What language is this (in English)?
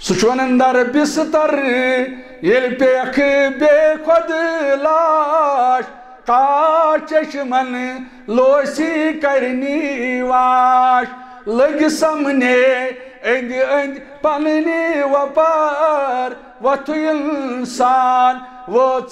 Kashmiri